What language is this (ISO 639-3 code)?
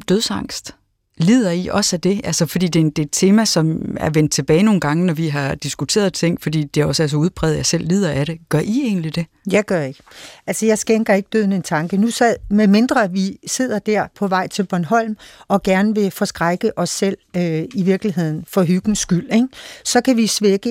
dan